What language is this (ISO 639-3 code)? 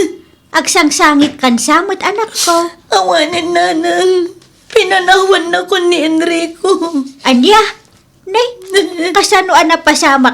ilo